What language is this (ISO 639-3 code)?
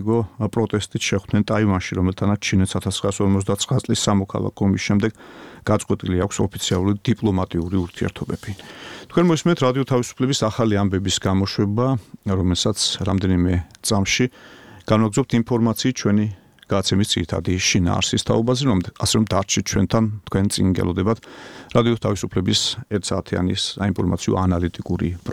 kat